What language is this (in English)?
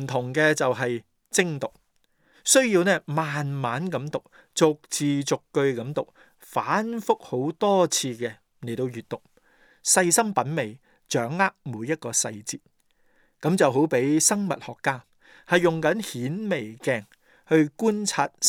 Cantonese